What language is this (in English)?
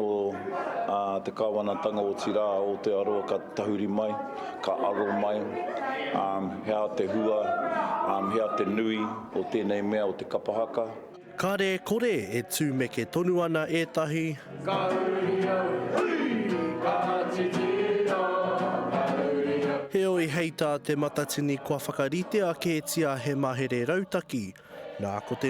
Māori